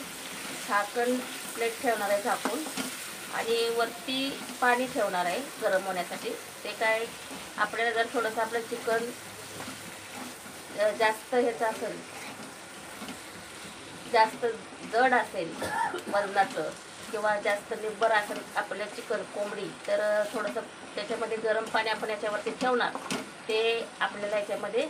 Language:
Marathi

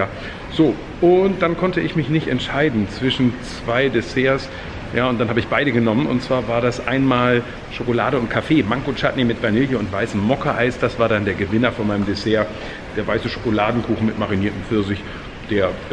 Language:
German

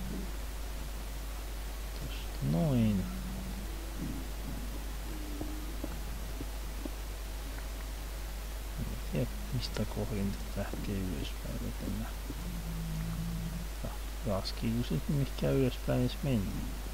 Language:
Finnish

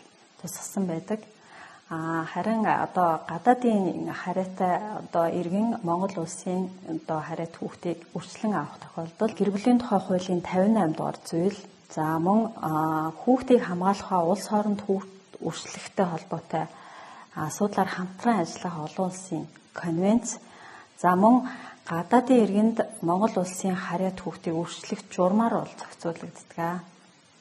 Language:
Mongolian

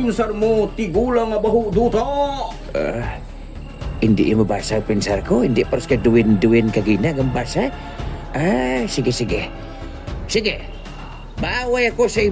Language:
Hiligaynon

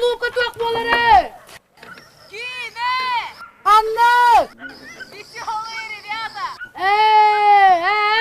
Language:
Yakut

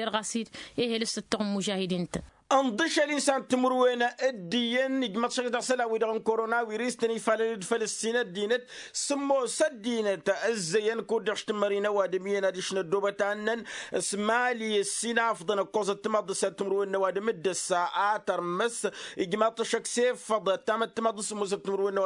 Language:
Tamasheq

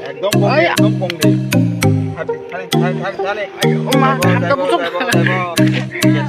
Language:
Kok Borok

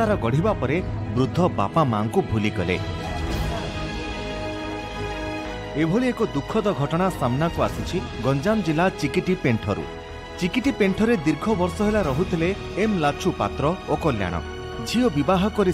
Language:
Odia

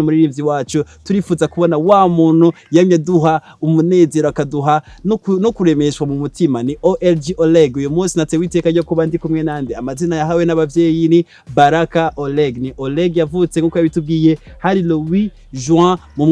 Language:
Rundi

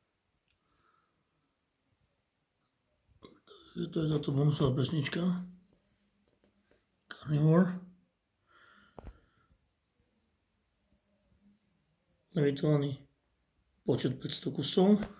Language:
Slovak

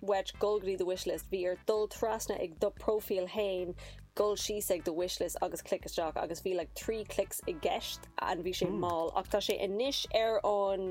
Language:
Irish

